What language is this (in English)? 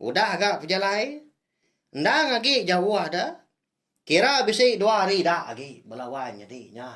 Iban